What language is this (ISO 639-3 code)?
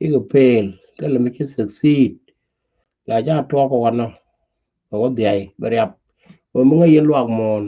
nus